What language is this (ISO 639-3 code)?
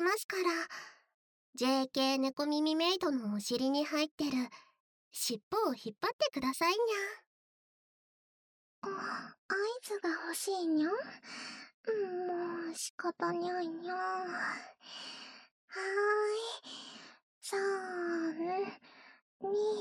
jpn